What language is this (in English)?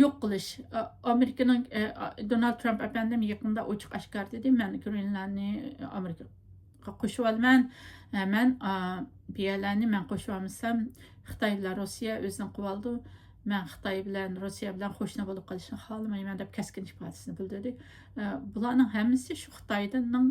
Uyghur